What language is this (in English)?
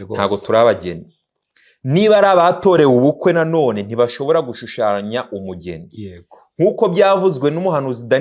Kinyarwanda